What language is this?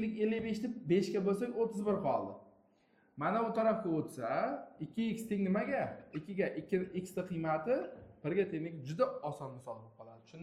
Uzbek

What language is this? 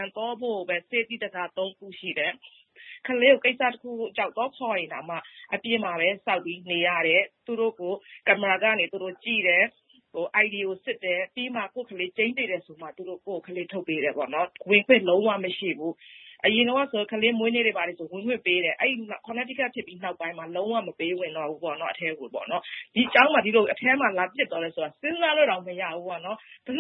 Burmese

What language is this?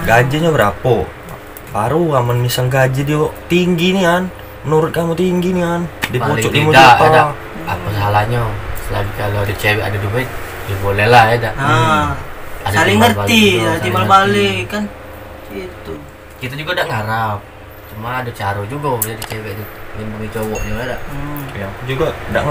Musi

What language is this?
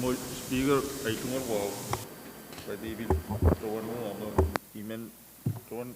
Pohnpeian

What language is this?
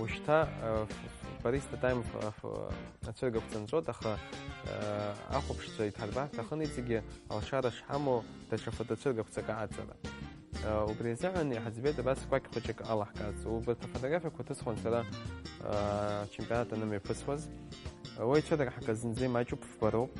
Abkhazian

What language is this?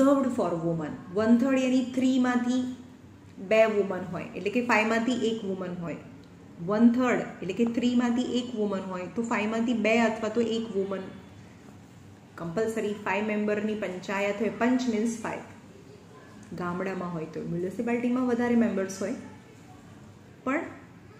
Gujarati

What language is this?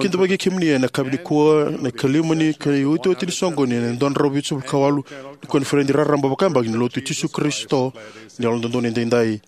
Fijian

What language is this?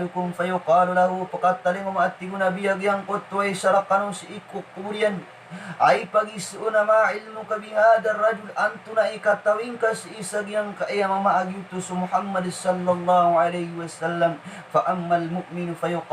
Maranao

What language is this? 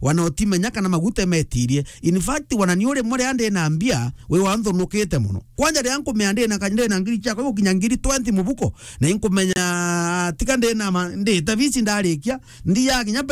Meru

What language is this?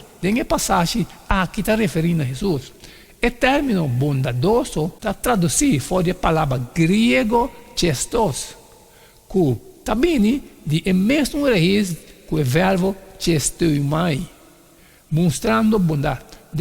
Papiamento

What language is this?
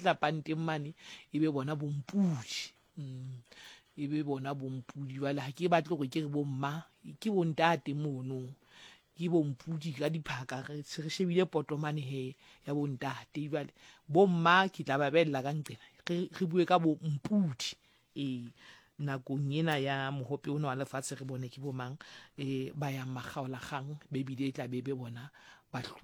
Southern Sotho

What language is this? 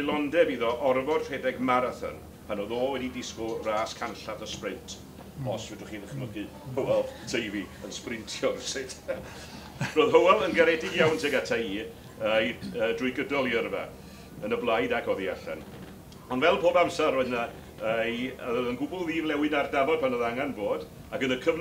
Welsh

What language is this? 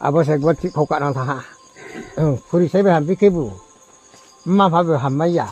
Riang (India)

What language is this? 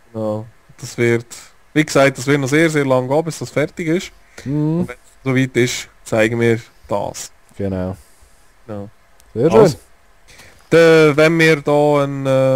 Swiss German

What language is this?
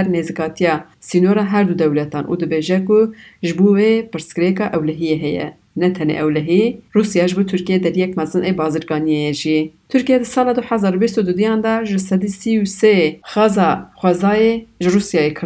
Kurdish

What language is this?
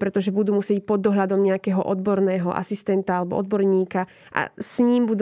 Slovak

